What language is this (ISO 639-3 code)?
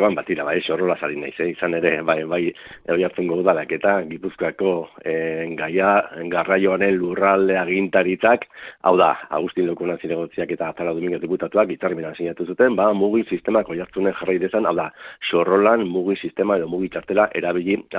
eus